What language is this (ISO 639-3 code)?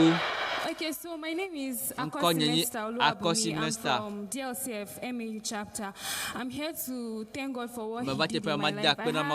ewe